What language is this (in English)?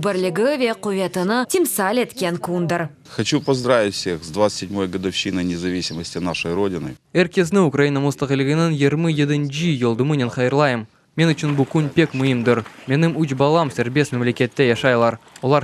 Crimean Tatar